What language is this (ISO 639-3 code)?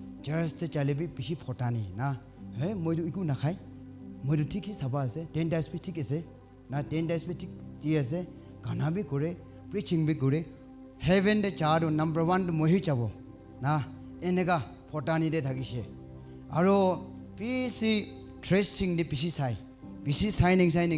nag